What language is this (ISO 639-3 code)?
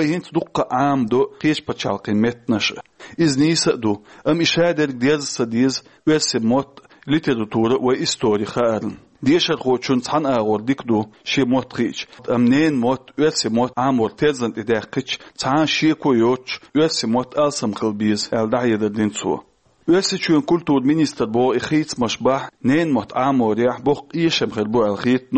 che